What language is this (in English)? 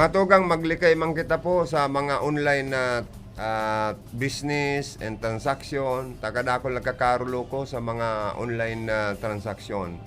Bikol